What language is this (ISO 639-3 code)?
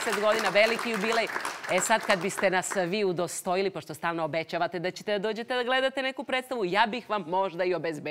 srp